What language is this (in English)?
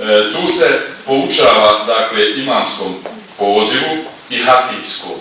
Bosnian